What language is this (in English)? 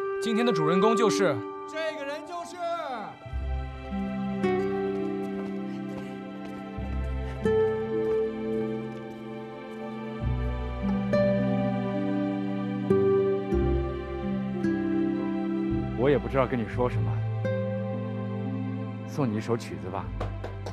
Chinese